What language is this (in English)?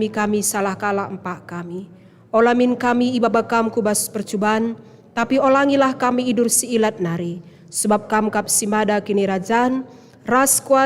Batak Karo